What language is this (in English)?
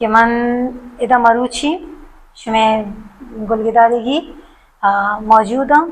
Baluchi